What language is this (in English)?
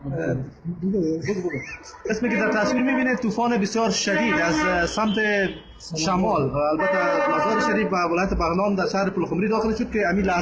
Tajik